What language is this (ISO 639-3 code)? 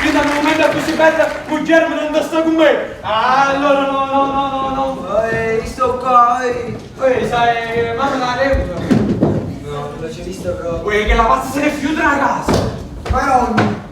nap